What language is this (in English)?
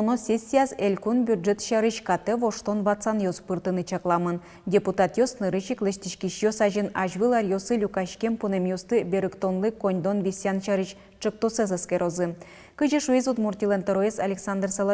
Udmurt